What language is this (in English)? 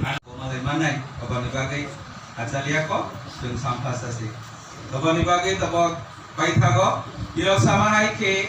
Kok Borok